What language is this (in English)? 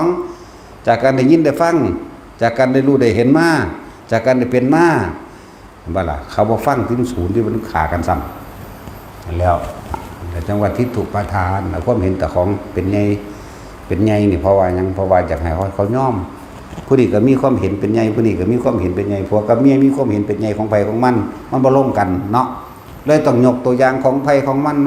Northeastern Thai